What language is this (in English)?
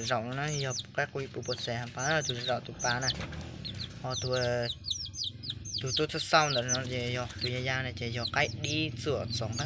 Hmong